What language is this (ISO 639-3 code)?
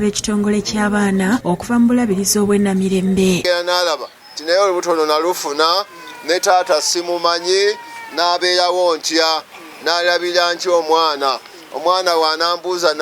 lug